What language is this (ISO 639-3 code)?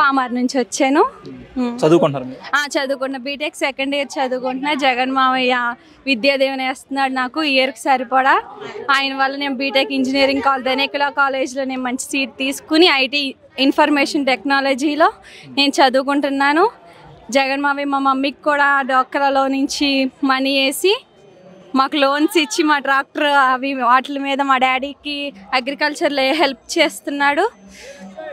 tel